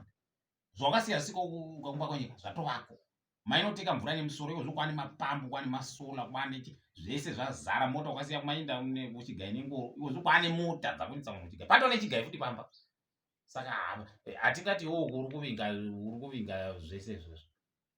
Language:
Shona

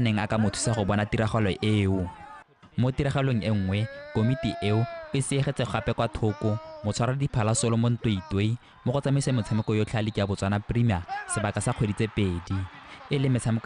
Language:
Tswana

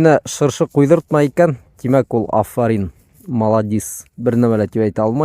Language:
Bashkir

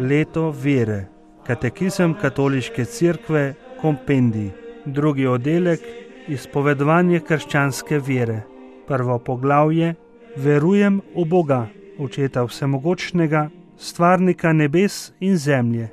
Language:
Slovenian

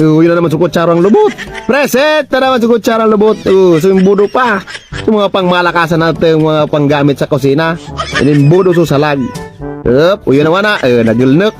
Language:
Bikol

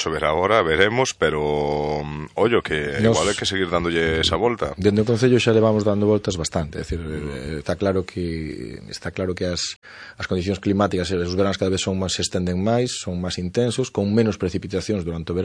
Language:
Galician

